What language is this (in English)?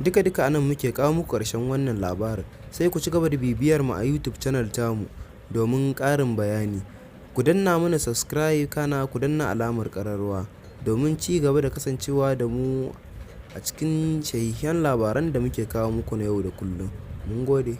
Hausa